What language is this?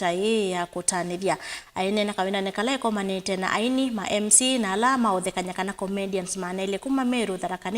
Kamba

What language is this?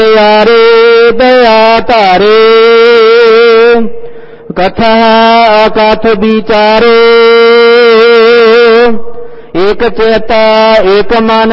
Punjabi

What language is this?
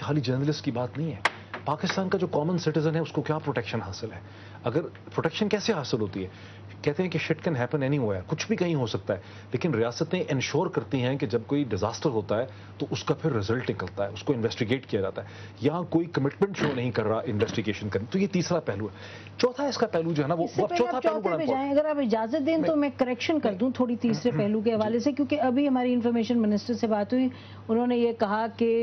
Urdu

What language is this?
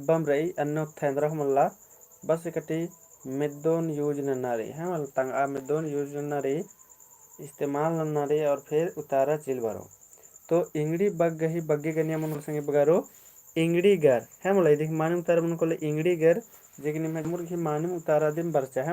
Kurukh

